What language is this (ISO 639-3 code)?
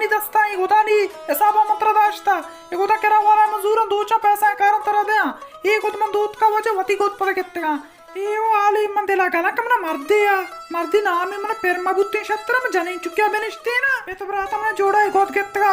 bal